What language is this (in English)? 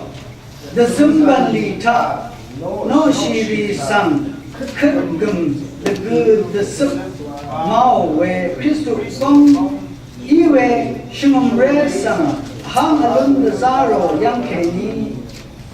Rawang